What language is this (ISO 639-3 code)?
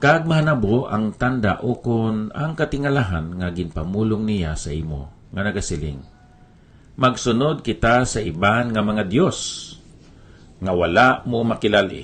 hil